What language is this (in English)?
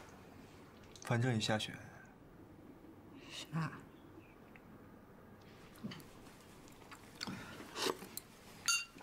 Chinese